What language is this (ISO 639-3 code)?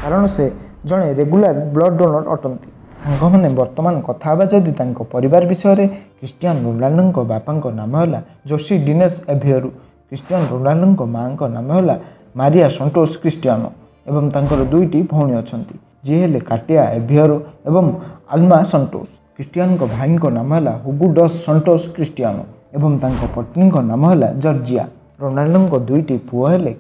ori